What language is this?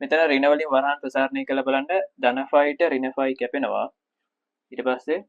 Sinhala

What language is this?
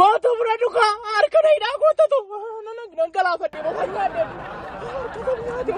Oromo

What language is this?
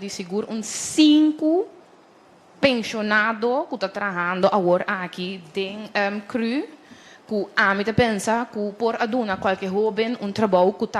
Papiamento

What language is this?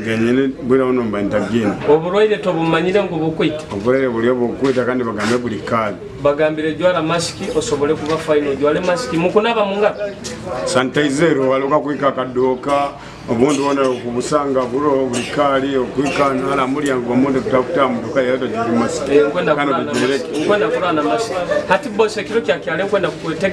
Nyoro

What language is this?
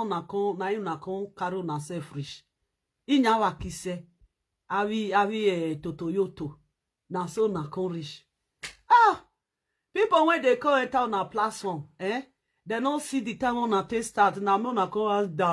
Nigerian Pidgin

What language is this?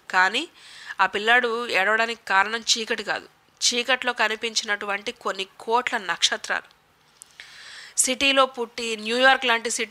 Telugu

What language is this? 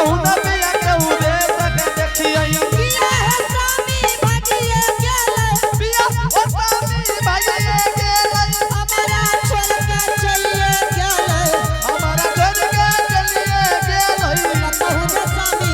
Angika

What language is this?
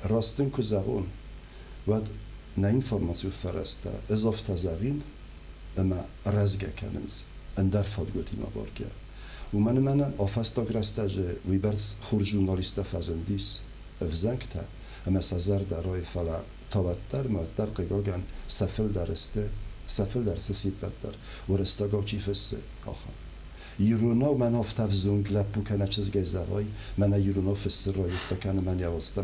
Ossetic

